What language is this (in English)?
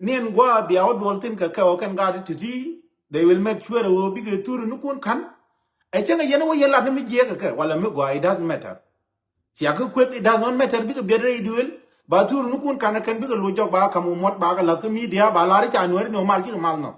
Nuer